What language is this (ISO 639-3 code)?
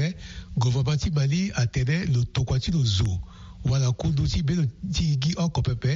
sag